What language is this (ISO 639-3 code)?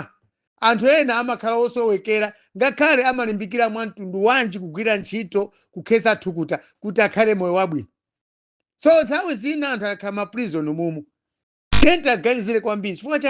nya